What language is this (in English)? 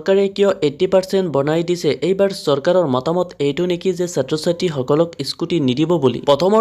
Assamese